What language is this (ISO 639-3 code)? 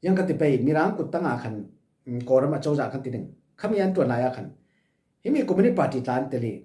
cfm